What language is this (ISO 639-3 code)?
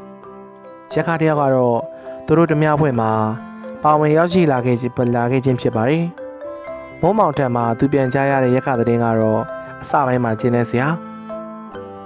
mya